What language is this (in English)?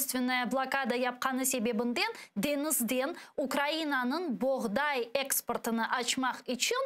Crimean Tatar